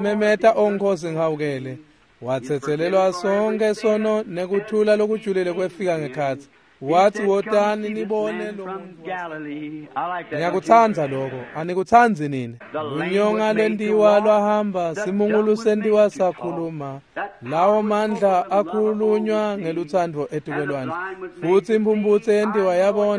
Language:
Swati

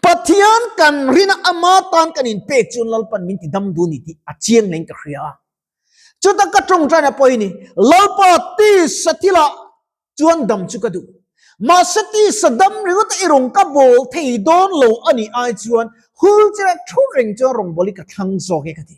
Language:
Mizo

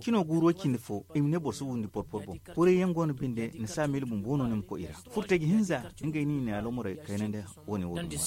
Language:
Zarma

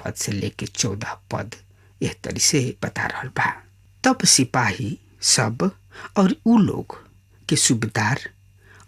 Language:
Bhojpuri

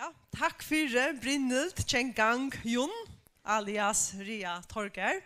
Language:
Faroese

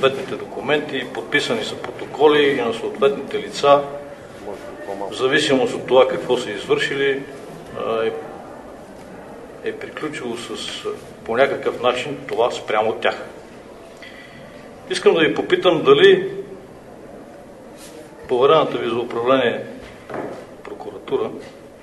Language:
Bulgarian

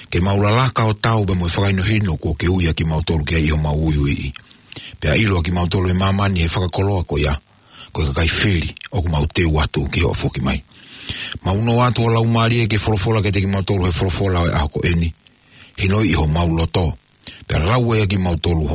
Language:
Tongan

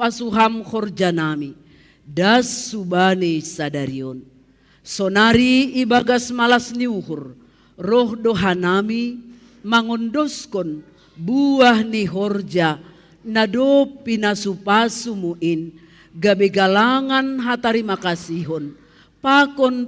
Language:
Batak Simalungun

